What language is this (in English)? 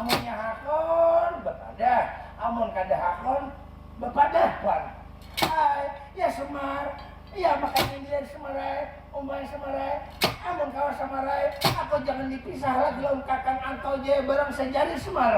Banjar